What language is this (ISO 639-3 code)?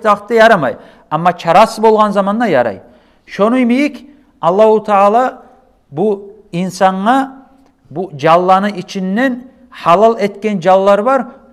kum